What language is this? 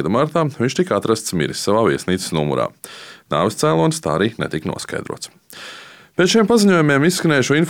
Latvian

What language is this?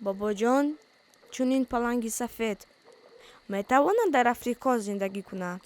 Tajik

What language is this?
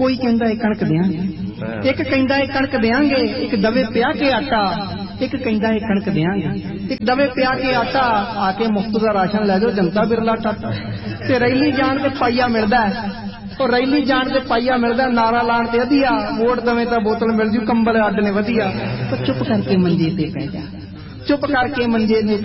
Punjabi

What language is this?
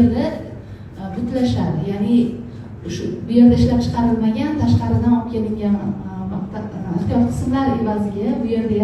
Uzbek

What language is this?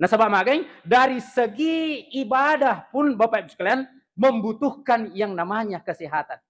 Buginese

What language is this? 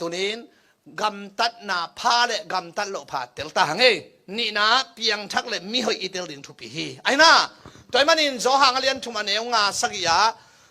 Tedim Chin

